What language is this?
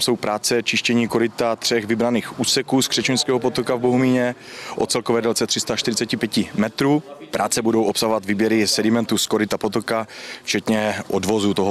Czech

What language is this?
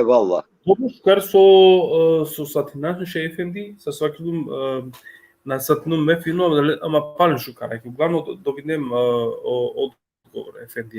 Balkan Romani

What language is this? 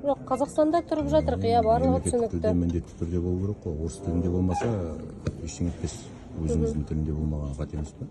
Kazakh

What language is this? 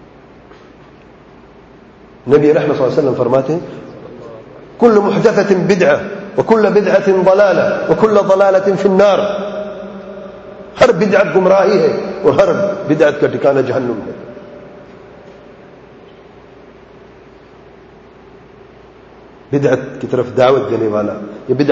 Urdu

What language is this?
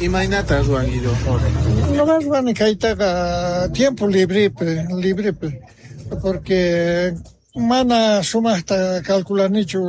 South Bolivian Quechua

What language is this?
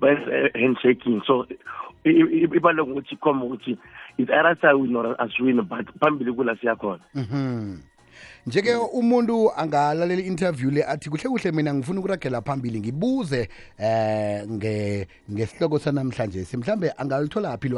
South Ndebele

